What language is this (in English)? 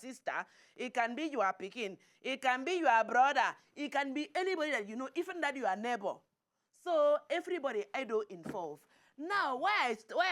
Nigerian Pidgin